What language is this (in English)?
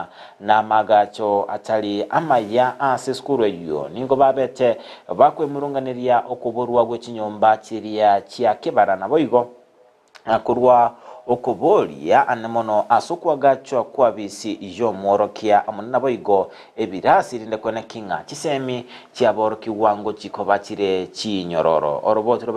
Gusii